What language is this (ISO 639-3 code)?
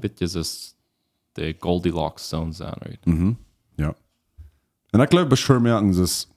pdt